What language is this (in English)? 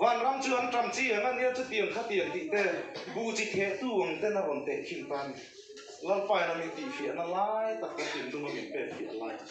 Mizo